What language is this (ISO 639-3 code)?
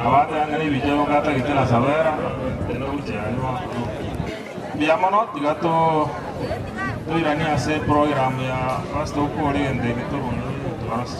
guz